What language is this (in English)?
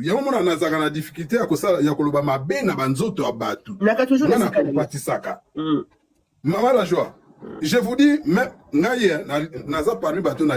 Lingala